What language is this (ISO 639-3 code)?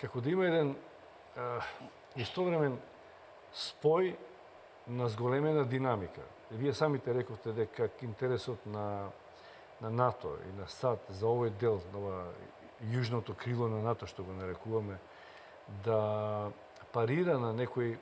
mkd